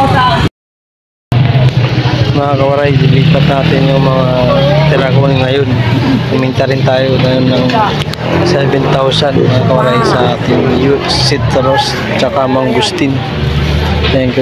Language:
Filipino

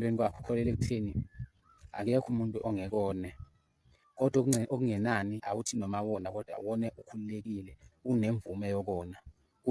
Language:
Zulu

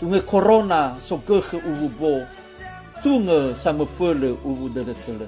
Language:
Nias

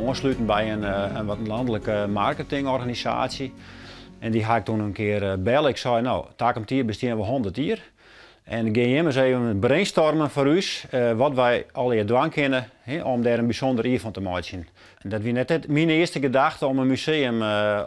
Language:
Western Frisian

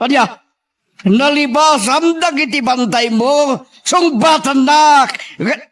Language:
Iloko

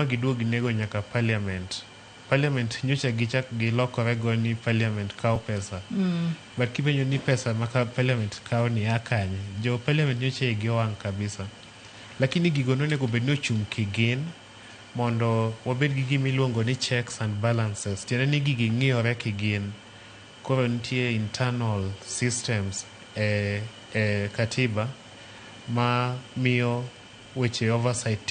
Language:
Luo (Kenya and Tanzania)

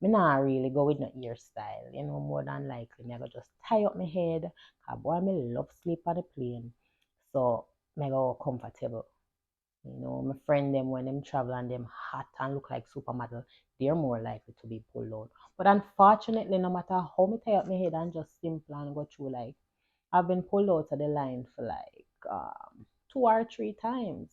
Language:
Jamaican Creole English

